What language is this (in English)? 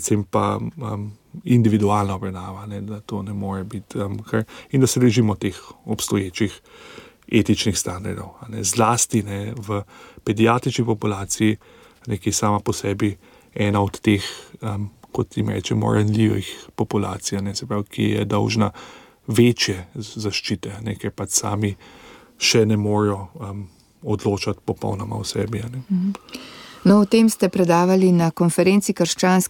Slovenian